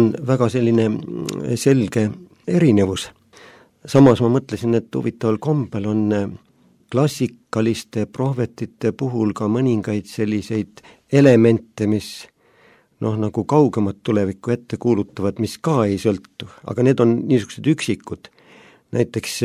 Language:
Estonian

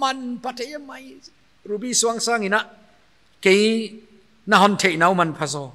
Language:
Paite Chin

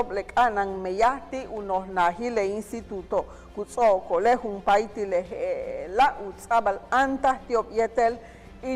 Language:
Yucateco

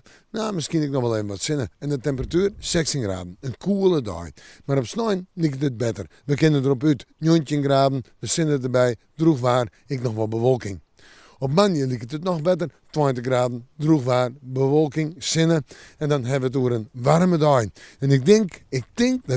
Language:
Western Frisian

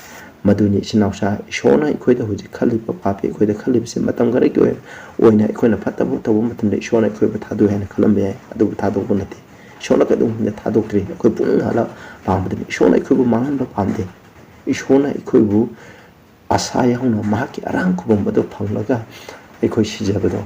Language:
Manipuri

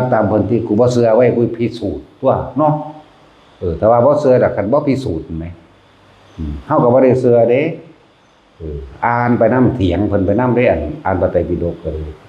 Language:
Northeastern Thai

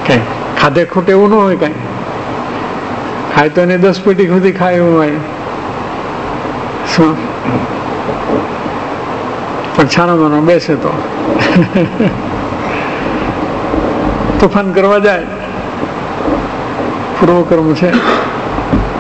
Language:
Gujarati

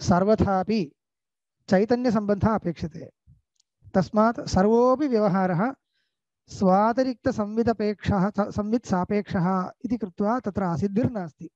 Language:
Sanskrit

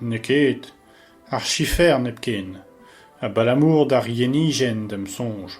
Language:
Breton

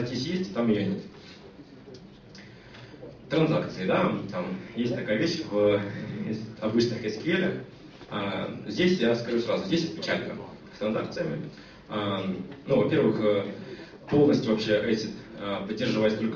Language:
Russian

